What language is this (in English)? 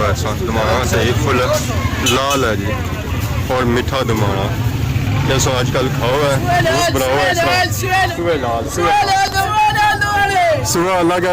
Pahari-Potwari